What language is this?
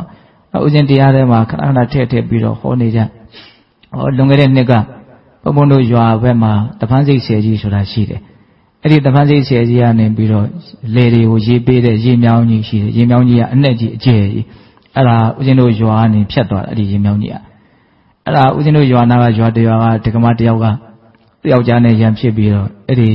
Burmese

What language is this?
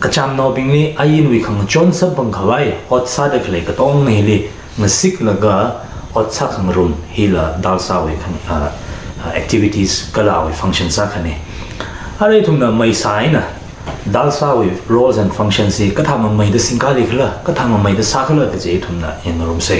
Tangkhul Naga (India)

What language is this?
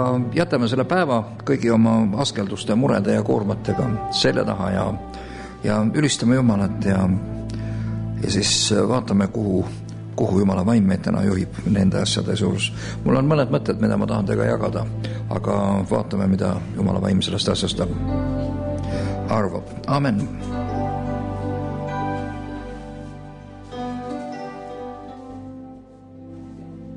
Estonian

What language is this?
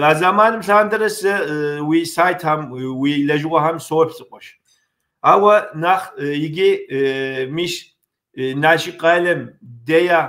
Kabardian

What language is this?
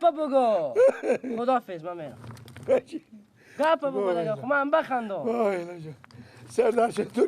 Persian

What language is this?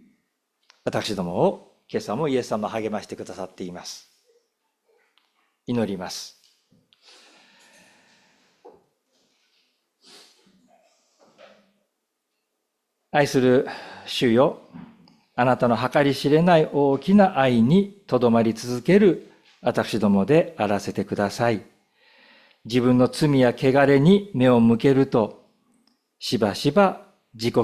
Japanese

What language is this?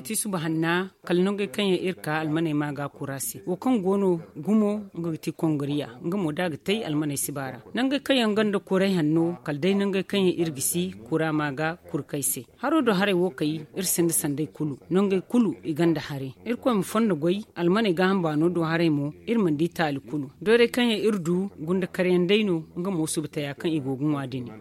Zarma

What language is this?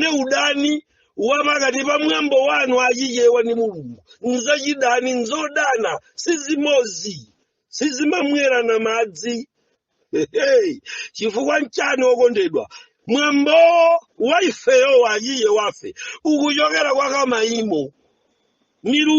Nyanja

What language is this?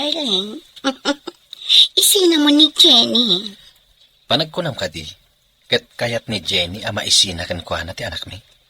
Iloko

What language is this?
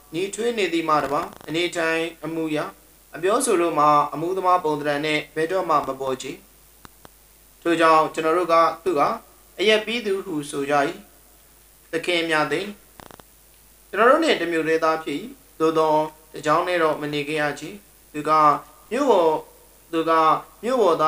Burmese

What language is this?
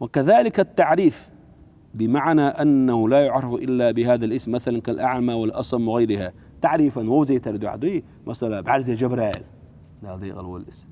Chechen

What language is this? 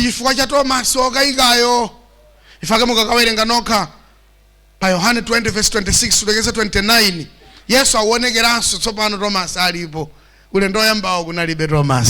Nyanja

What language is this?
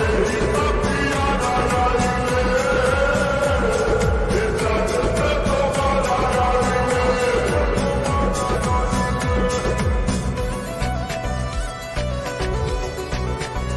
Bhojpuri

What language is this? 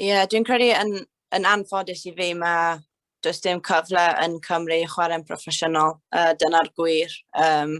Welsh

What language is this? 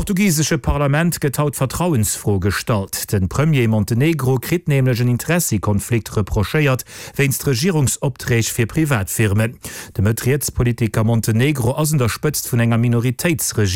Luxembourgish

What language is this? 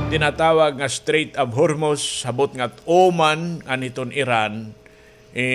Waray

